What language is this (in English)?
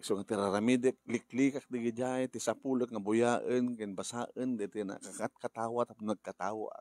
Iloko